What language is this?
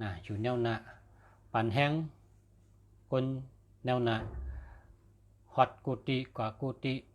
Shan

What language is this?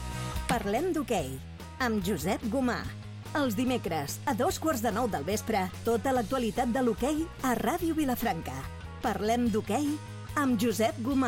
Catalan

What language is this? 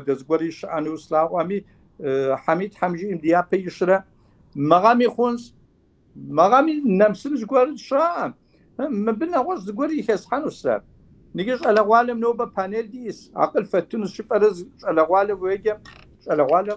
Kabardian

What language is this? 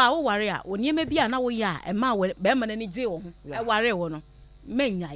Akan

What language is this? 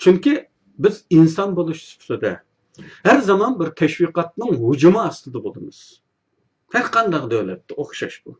Uyghur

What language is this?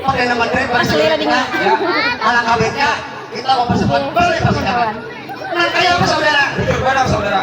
Banjar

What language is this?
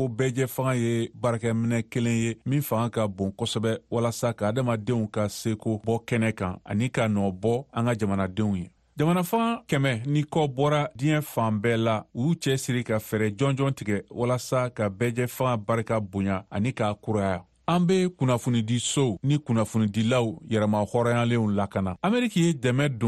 Bambara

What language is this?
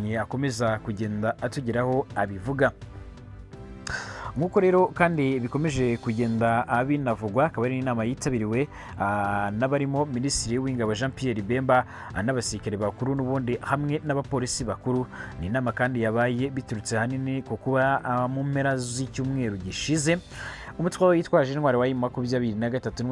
Kinyarwanda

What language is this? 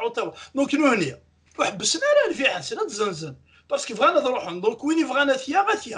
Kabyle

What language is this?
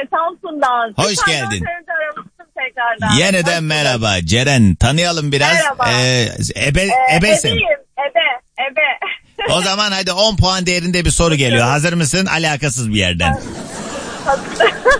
Turkish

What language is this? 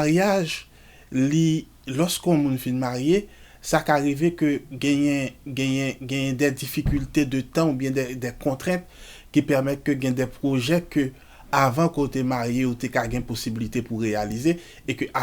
Haitian Creole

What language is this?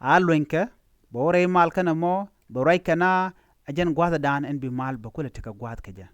Nuer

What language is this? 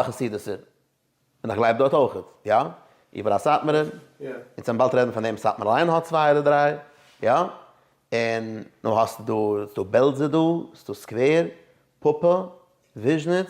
Yiddish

